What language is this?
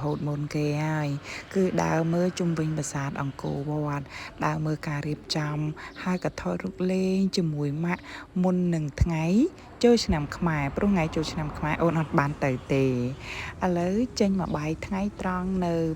Khmer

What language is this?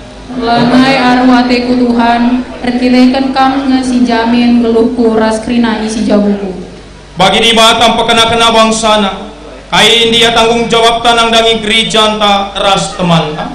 Batak Karo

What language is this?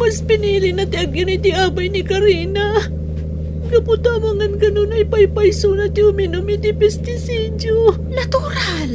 Iloko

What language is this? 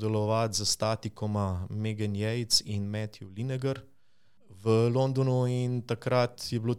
Slovenian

